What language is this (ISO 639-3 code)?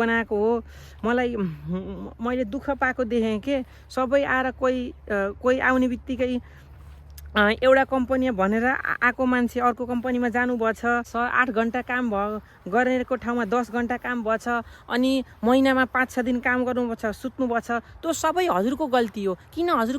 nep